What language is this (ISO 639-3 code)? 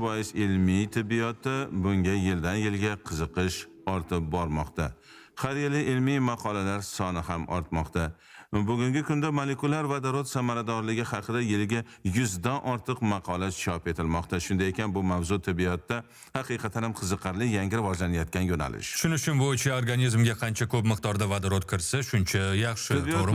uzb